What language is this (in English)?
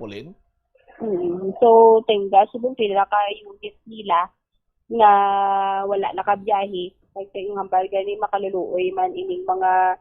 Hiligaynon